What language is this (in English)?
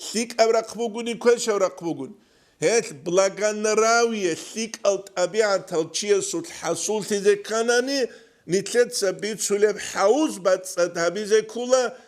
Avaric